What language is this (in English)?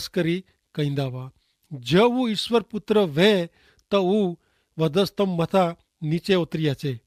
Kachhi